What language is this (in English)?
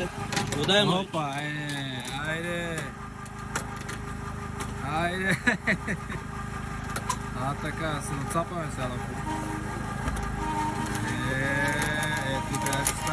Bulgarian